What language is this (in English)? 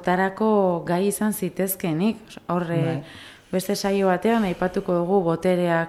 Basque